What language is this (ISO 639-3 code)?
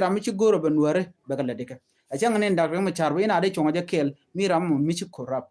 nus